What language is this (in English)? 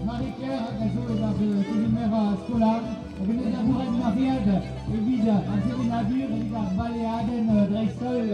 Breton